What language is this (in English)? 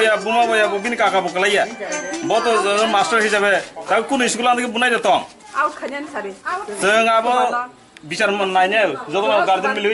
Kok Borok